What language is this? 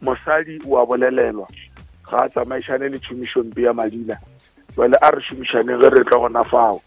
Northern Sotho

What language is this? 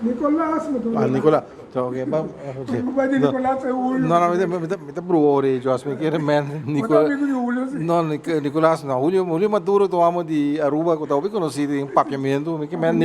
Papiamento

